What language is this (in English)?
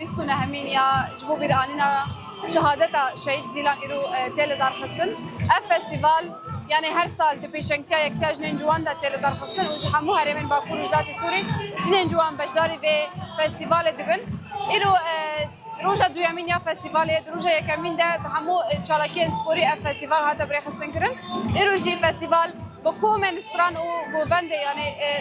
Kurdish